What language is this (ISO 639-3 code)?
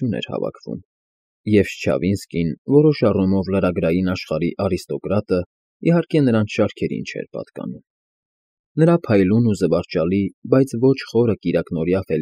hye